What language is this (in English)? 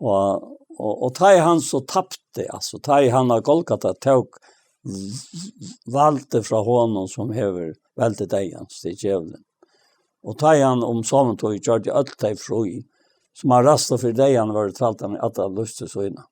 Faroese